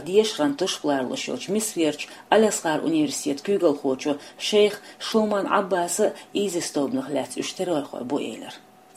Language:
Chechen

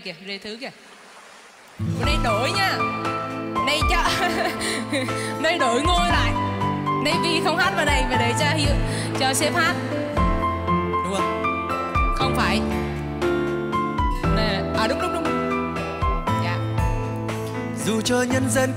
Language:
Vietnamese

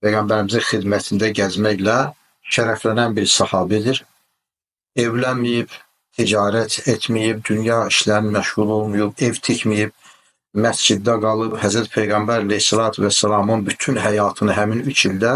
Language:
Azerbaijani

